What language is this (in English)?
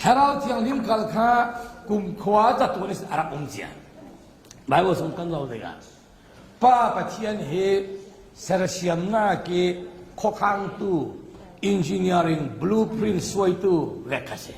Falam Chin